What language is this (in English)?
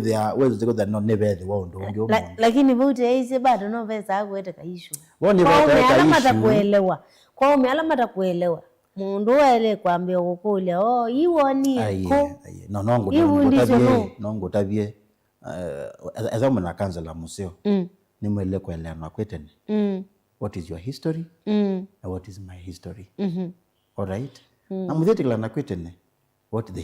Kamba